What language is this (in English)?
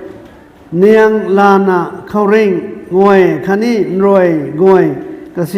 Rongmei Naga